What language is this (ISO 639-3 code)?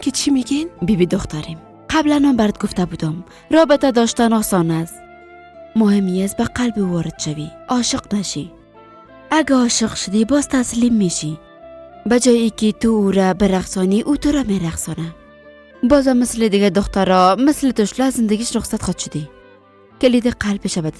fas